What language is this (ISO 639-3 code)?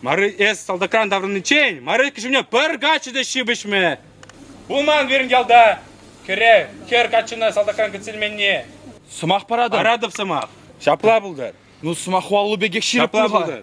chv